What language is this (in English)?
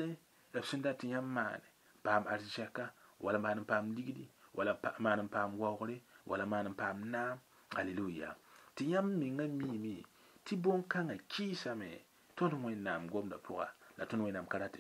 Mossi